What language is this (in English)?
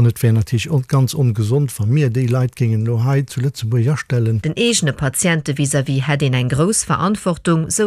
Luxembourgish